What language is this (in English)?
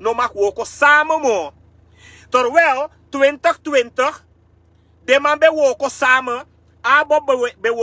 Sranan Tongo